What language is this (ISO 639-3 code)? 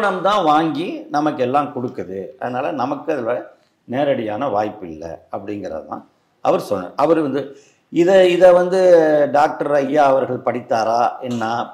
tam